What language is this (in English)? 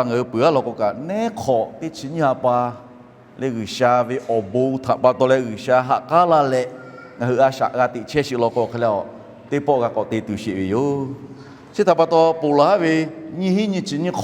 Lahu